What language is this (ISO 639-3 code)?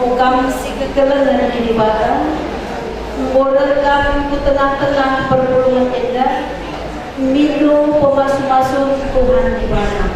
btx